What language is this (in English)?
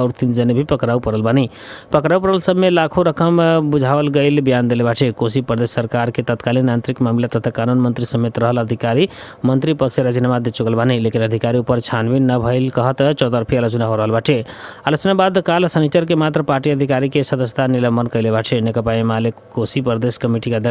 Bhojpuri